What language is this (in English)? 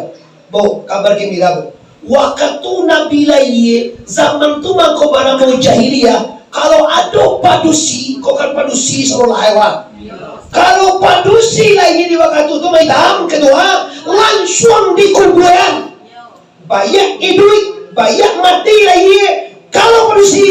Minangkabau